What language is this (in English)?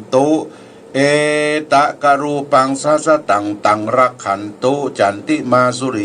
Pali